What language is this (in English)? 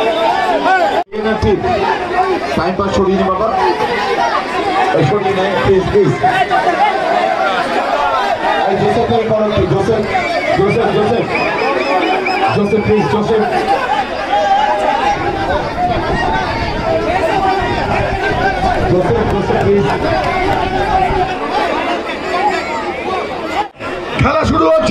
Bangla